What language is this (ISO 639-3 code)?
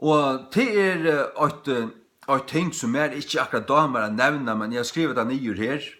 fao